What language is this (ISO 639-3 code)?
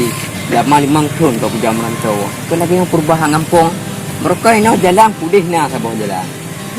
ace